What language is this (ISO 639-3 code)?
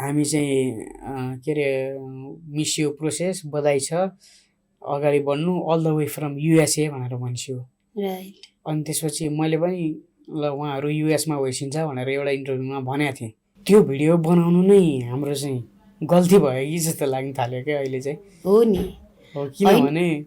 nep